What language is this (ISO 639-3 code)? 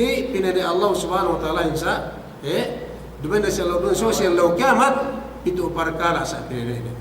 yka